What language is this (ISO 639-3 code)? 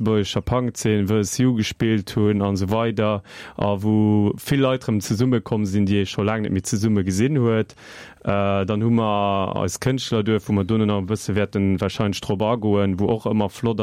ltz